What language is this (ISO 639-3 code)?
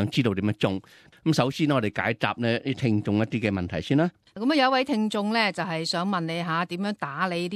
yue